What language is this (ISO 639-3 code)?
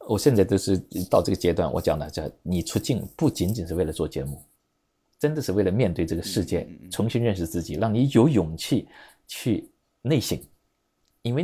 zho